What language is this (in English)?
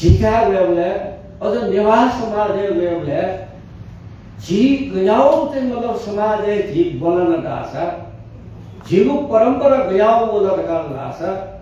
Newari